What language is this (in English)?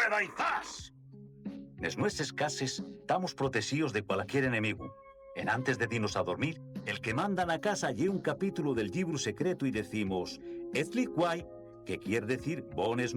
Asturian